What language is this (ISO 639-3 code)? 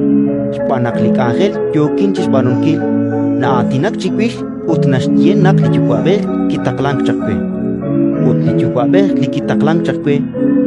kek